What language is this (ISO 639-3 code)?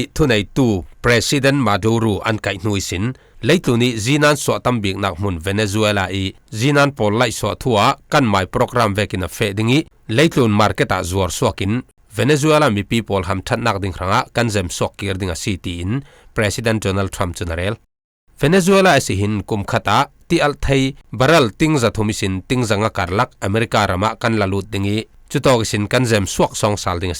cfm